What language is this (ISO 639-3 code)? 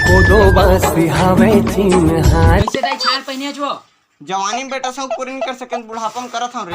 hne